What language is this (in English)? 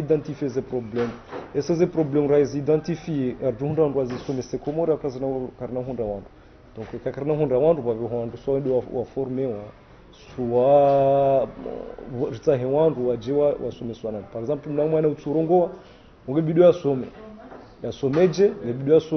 Ngazidja Comorian